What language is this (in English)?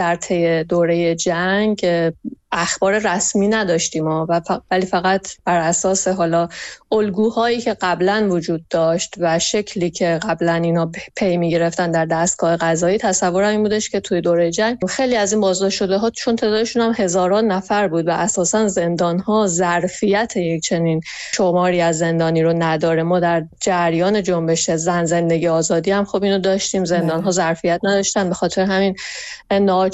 Persian